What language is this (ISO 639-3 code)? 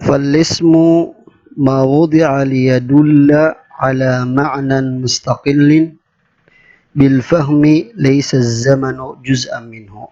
mrw